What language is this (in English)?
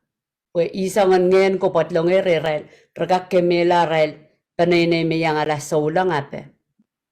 Pohnpeian